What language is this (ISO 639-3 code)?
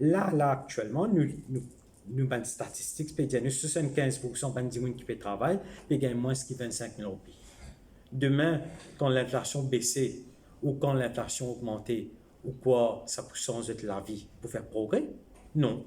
mfe